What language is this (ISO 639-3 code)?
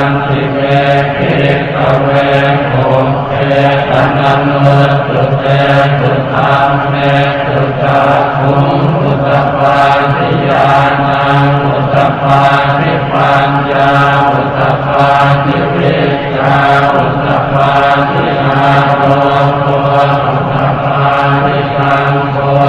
pli